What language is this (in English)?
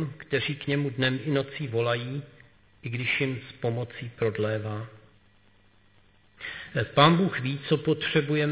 Czech